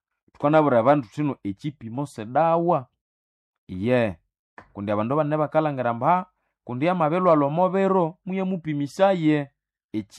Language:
Nande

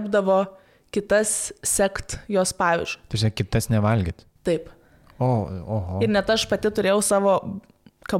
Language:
Lithuanian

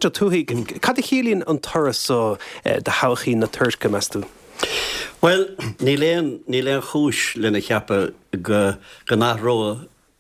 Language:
Irish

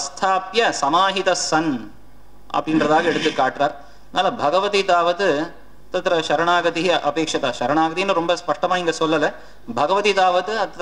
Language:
Tamil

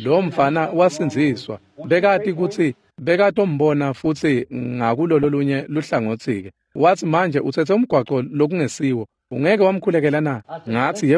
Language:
Swati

